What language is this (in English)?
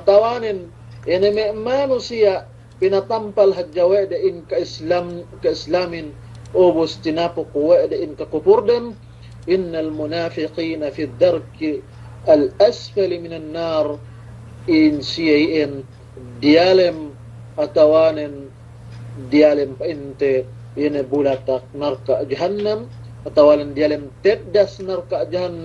Yakan